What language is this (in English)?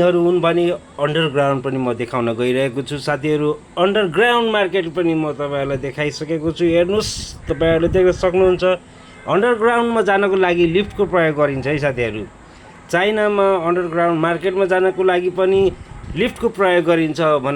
Nepali